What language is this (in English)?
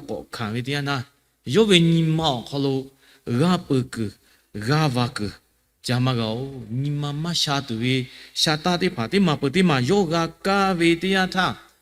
Lahu